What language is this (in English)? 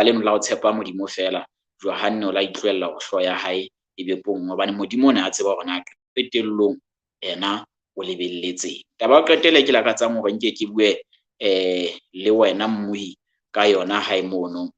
Southern Sotho